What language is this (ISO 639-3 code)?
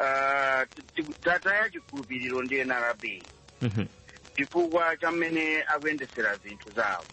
nya